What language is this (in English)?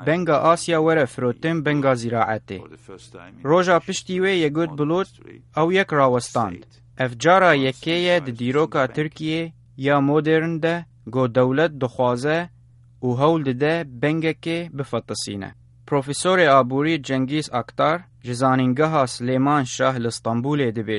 Kurdish